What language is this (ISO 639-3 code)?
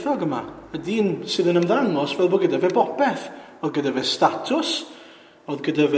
cym